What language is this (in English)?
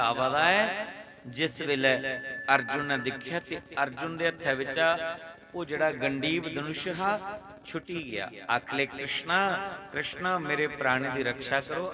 Dogri